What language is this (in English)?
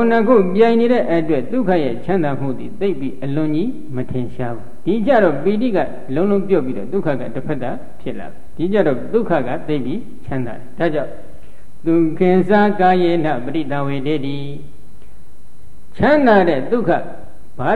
Burmese